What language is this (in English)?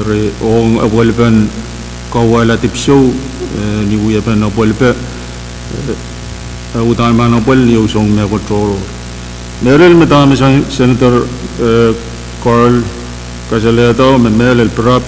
Pohnpeian